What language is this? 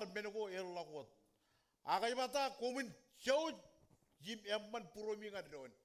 Marshallese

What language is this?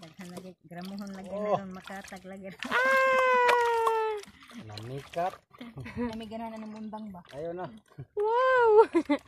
Cebuano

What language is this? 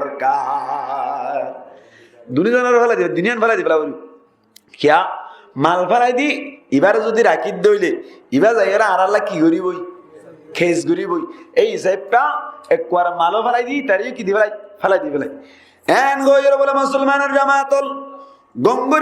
Rohingya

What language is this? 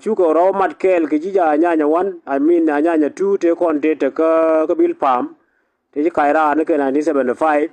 Nuer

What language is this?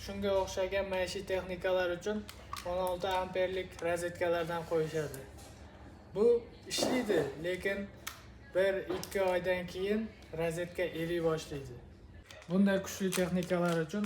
Uzbek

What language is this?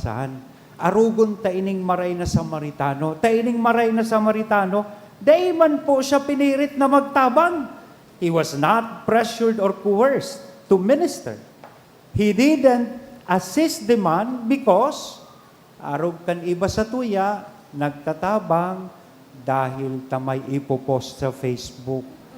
Bikol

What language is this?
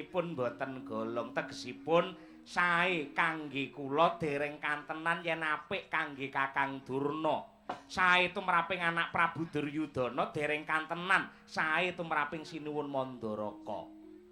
Javanese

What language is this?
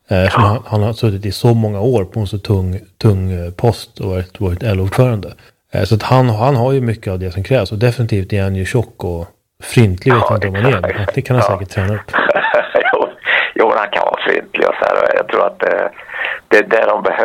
Swedish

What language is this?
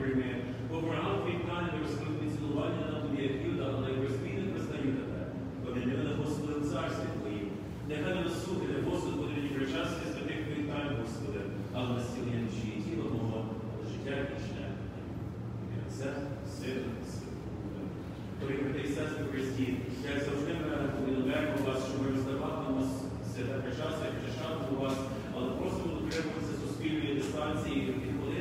Ukrainian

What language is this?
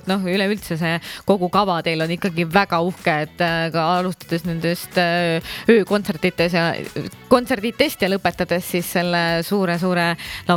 Estonian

